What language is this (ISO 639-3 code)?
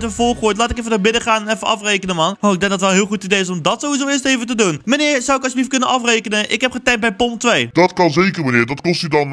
nld